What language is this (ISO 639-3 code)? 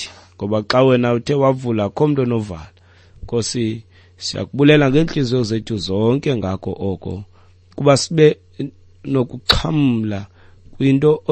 xho